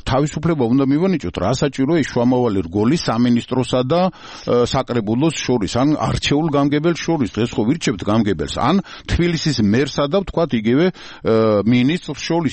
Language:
Georgian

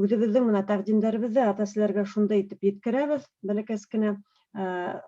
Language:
Bashkir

